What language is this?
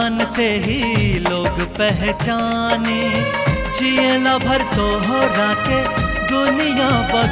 Bhojpuri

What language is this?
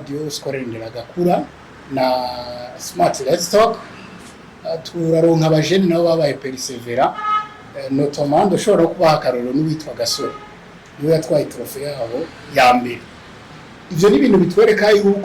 Rundi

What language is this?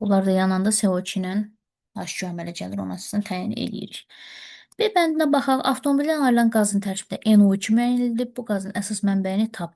Azerbaijani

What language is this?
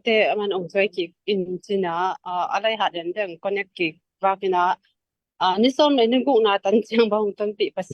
Tedim Chin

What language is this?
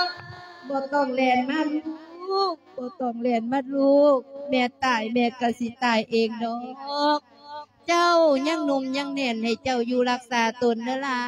Lao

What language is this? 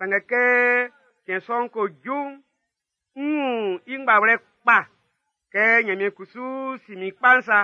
Baoulé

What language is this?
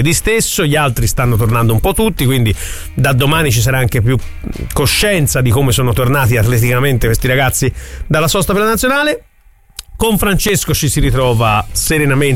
Italian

